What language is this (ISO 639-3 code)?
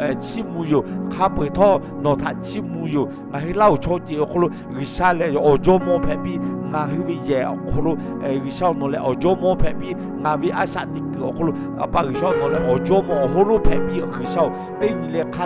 lhu